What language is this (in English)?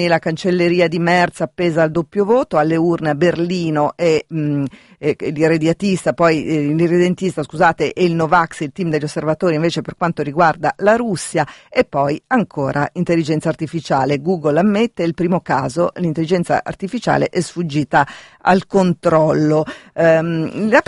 Italian